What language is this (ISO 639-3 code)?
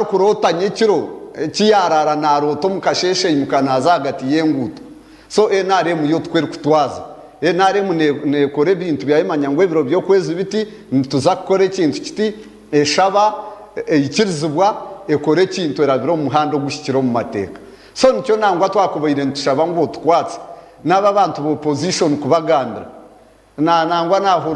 nyn